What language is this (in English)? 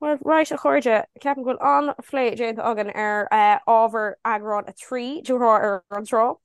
Irish